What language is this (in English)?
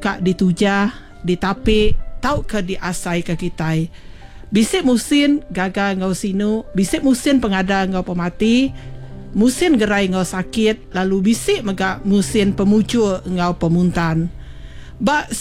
Iban